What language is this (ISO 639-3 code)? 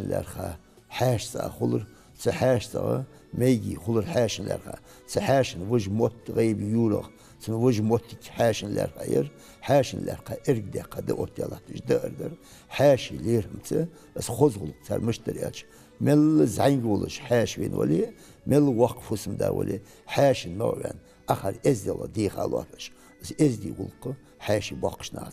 inh